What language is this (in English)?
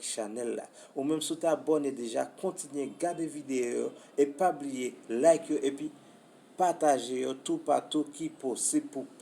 Haitian Creole